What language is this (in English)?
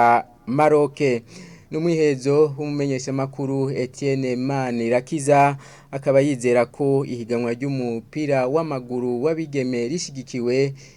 Rundi